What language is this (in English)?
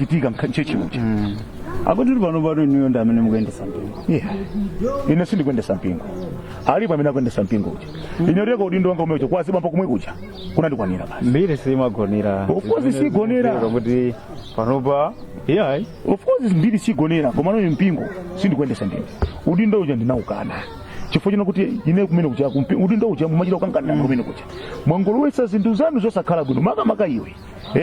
Nyanja